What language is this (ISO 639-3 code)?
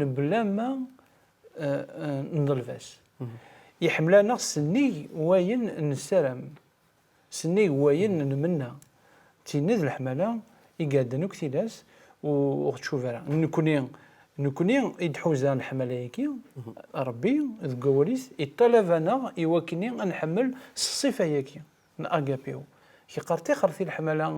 kab